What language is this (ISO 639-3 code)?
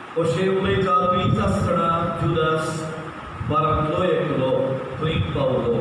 kok